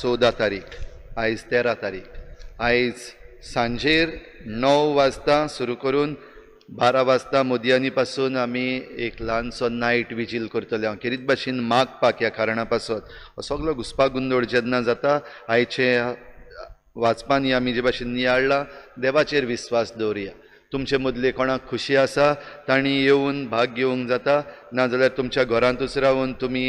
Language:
Konkani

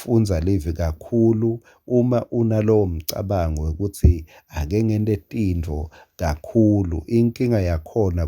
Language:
Swati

